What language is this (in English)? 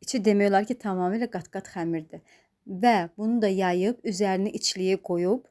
Azerbaijani